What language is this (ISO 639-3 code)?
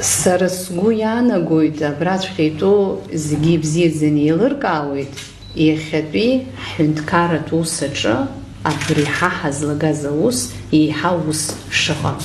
abk